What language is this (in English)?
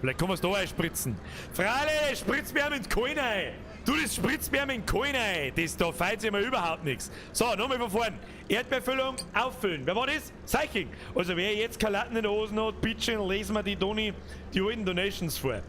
Bavarian